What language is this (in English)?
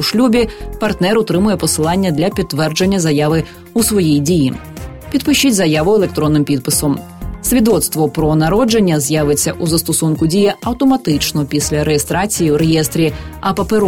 Ukrainian